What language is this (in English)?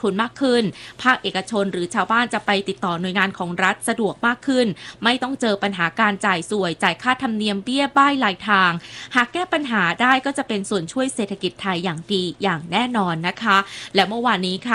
Thai